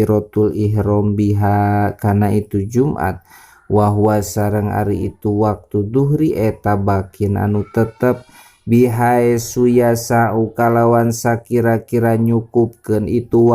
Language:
Sundanese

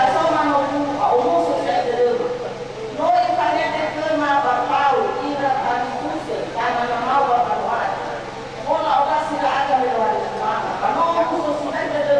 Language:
Nias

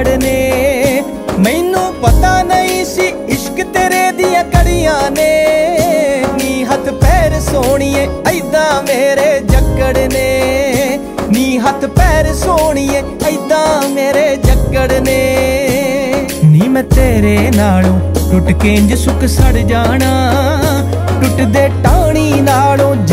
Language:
Punjabi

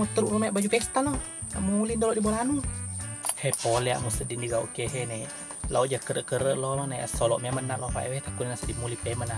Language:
Buginese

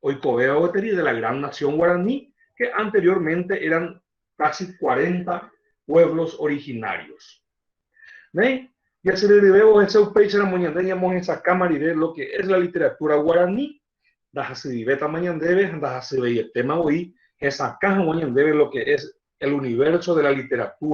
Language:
Guarani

